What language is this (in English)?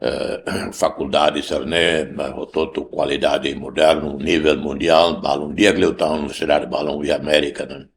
Tetum